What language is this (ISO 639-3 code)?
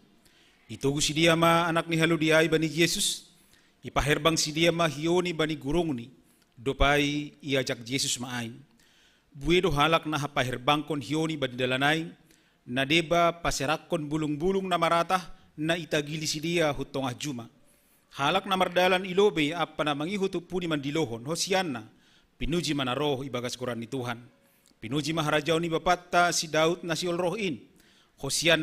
bts